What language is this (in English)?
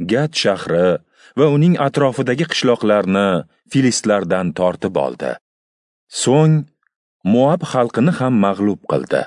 Uzbek